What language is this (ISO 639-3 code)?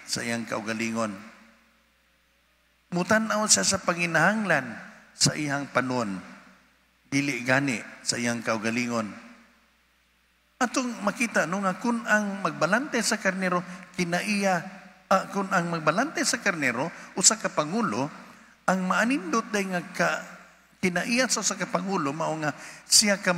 ceb